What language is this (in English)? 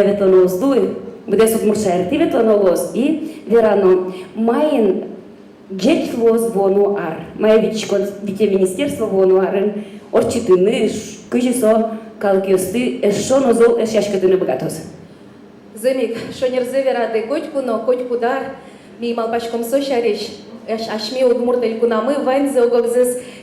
Udmurt